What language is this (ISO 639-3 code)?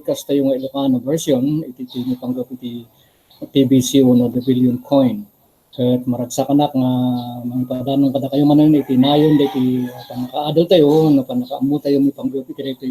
ilo